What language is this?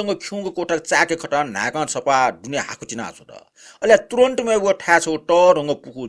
Newari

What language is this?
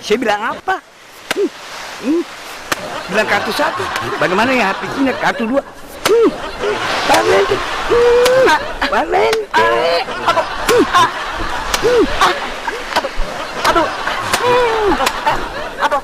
Ambonese Malay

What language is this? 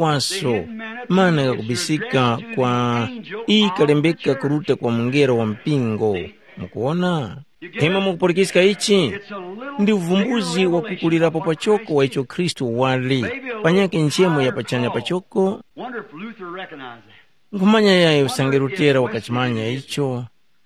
Tumbuka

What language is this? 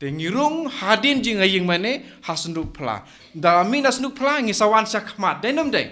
Khasi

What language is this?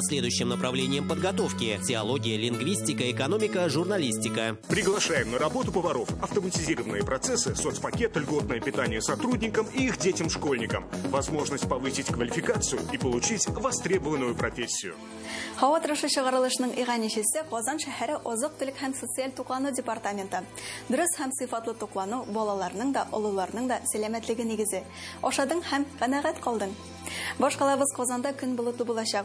Tatar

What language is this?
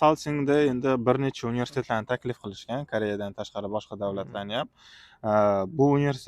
Uzbek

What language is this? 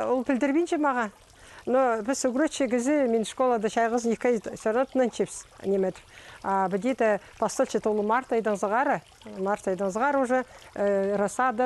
Khakas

